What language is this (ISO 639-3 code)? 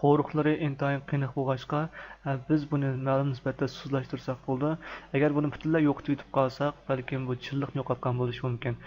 uig